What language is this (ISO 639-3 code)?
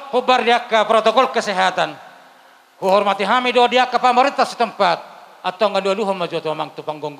bbc